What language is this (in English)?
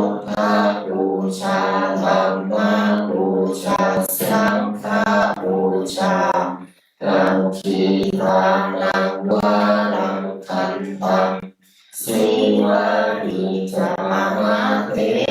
Pali